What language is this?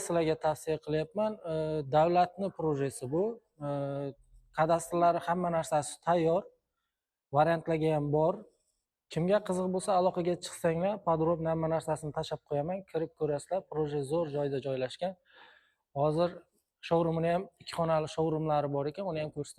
Uzbek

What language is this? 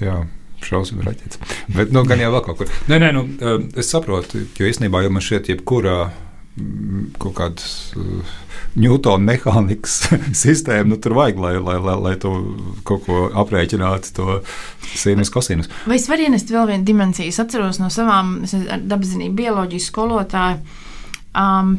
Latvian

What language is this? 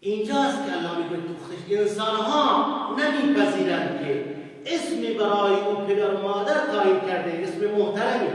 Persian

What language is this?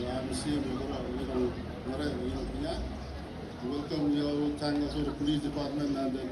Khasi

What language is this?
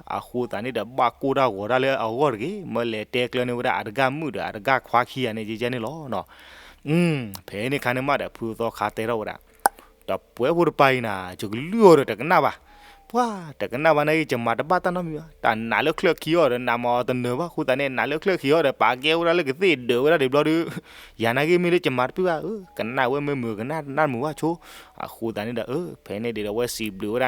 S'gaw Karen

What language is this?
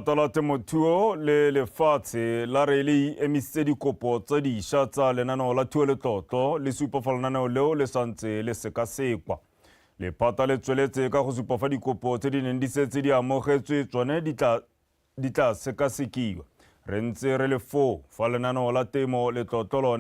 Tswana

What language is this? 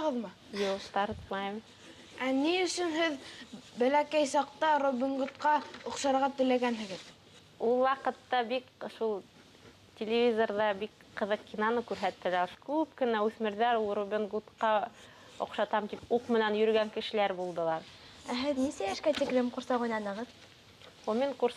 Bashkir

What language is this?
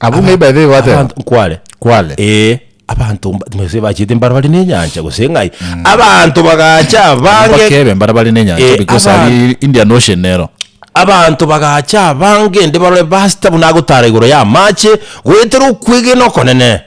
Gusii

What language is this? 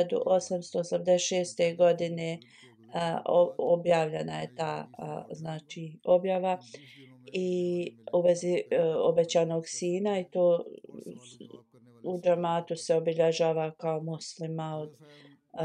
Bosnian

